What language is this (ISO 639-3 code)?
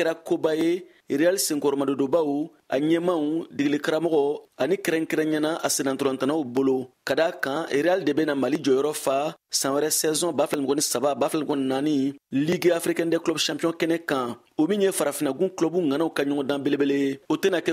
bam